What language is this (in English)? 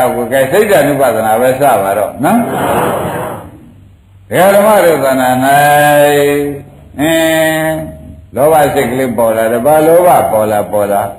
Burmese